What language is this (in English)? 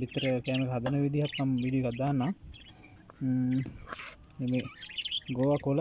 Sinhala